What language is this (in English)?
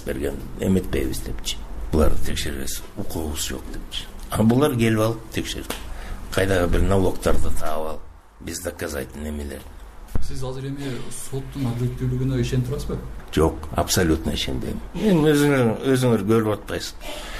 Kyrgyz